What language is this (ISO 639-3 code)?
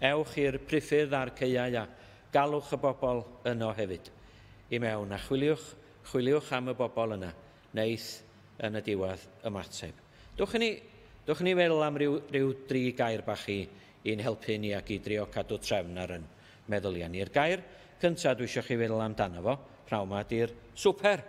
cym